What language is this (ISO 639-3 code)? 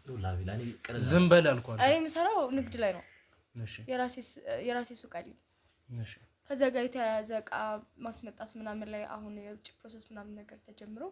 amh